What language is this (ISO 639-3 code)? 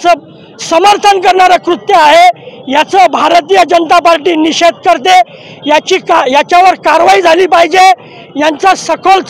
mar